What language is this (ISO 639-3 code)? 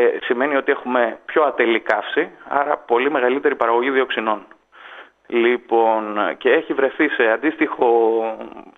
ell